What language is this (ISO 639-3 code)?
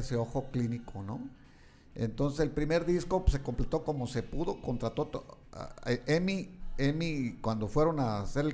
spa